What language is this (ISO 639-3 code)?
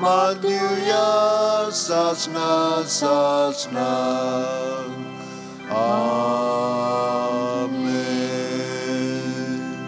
kok